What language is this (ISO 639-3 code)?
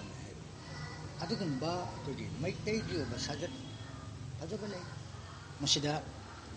mni